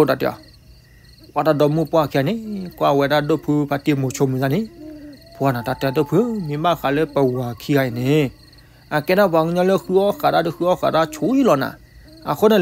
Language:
S'gaw Karen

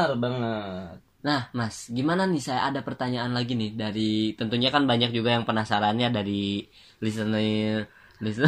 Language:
Indonesian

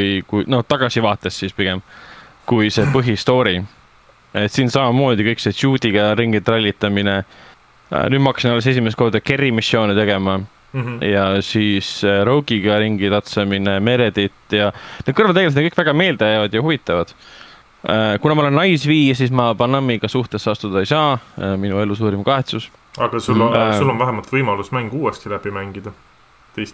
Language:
Estonian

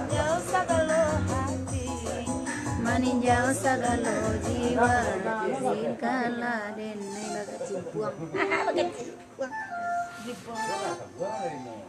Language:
Minangkabau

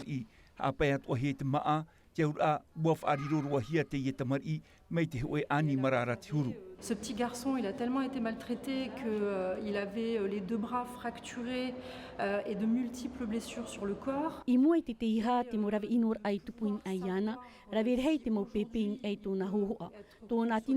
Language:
Tahitian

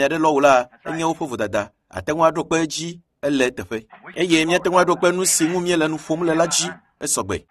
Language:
Ewe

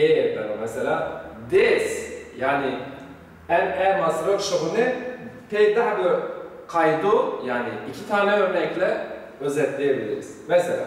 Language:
Zaza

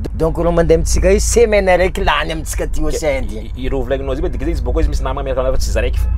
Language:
Malagasy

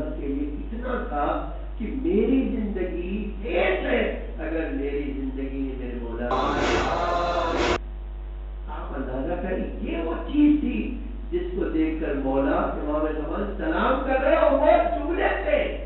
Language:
Urdu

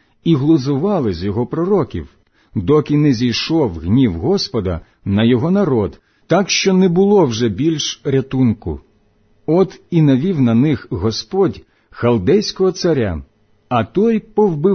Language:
Ukrainian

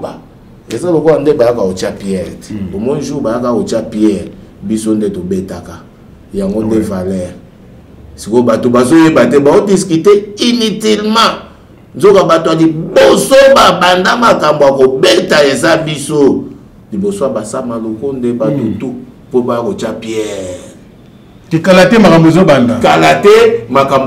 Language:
Lingala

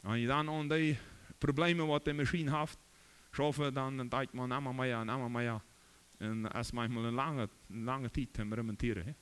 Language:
Plautdietsch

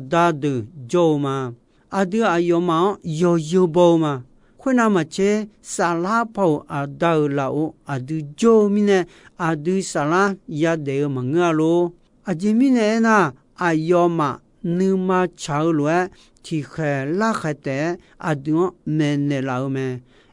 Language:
Akha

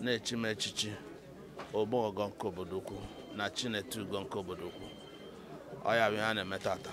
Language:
Igbo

